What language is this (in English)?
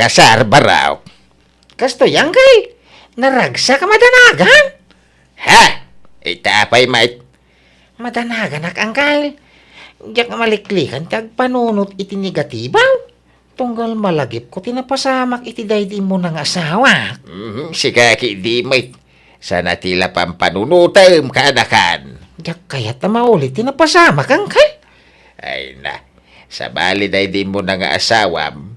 Iloko